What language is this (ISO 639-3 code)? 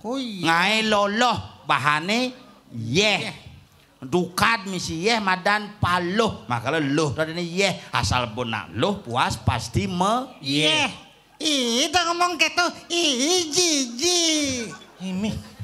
ban